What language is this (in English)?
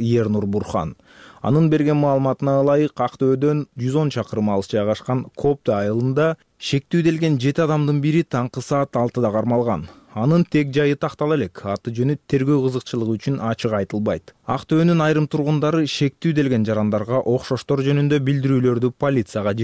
Kyrgyz